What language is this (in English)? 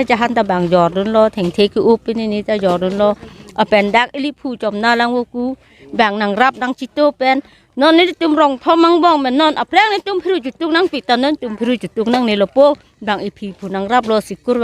Karbi